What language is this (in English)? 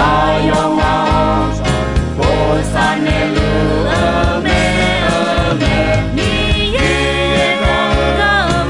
Akha